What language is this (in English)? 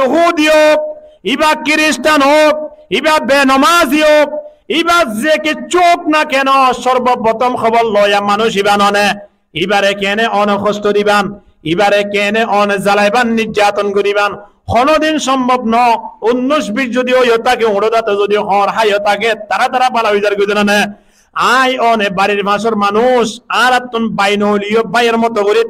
Rohingya